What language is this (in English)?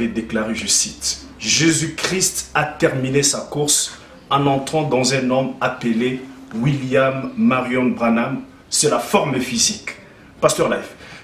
French